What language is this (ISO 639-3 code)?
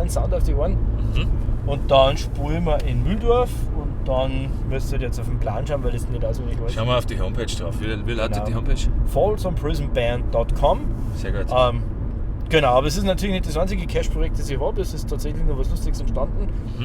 bar